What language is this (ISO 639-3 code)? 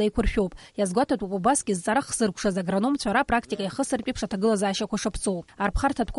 abk